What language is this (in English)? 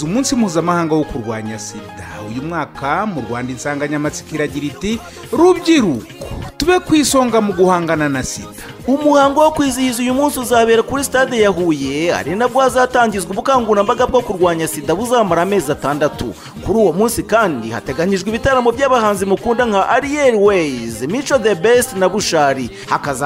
Kinyarwanda